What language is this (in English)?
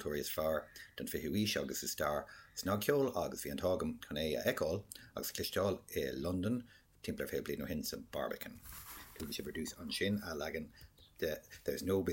Irish